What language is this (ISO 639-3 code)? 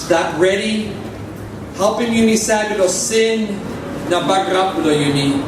tpi